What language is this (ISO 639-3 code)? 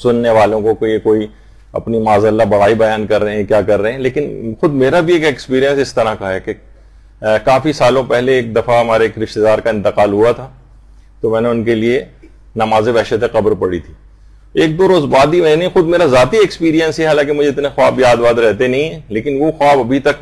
urd